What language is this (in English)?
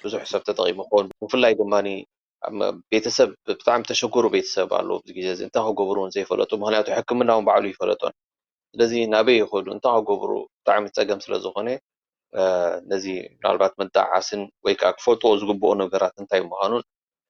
Tigrinya